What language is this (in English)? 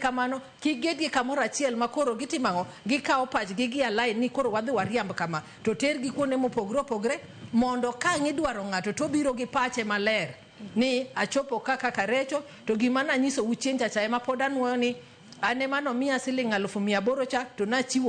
Luo (Kenya and Tanzania)